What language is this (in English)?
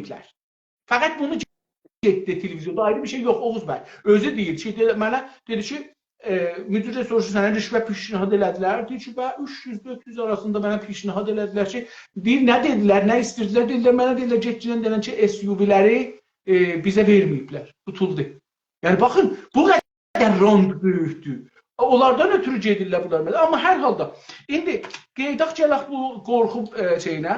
South Azerbaijani